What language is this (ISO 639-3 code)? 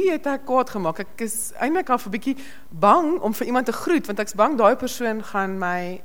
afr